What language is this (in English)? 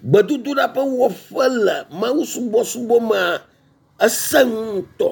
Ewe